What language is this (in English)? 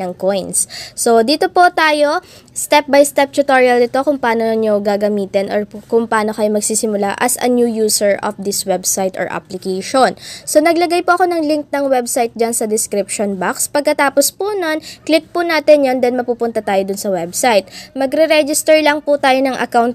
Filipino